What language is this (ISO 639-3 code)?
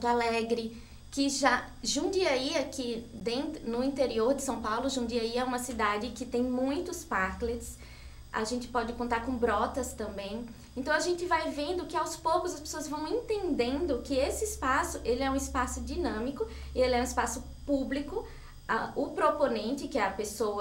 por